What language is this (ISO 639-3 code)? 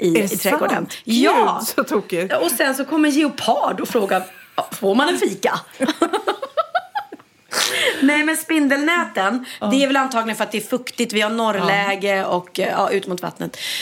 swe